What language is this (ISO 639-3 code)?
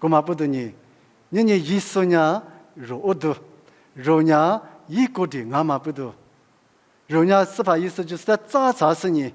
lis